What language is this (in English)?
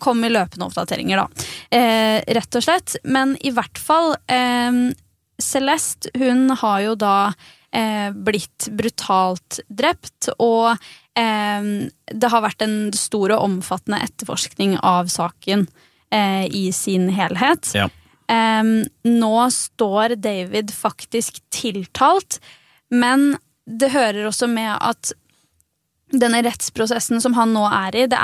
Norwegian